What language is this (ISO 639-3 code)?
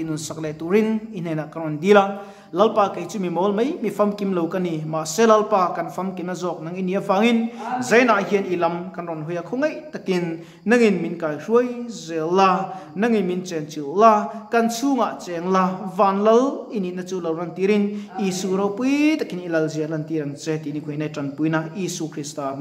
lus